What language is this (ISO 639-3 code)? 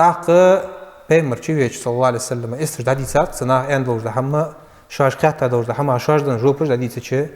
inh